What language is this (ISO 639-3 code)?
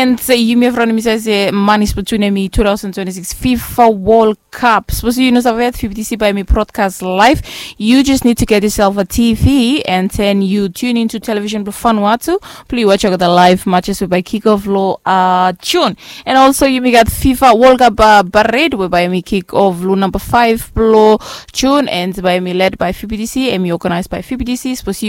bis